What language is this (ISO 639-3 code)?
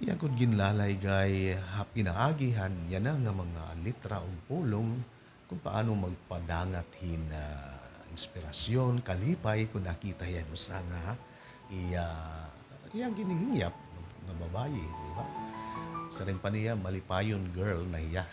war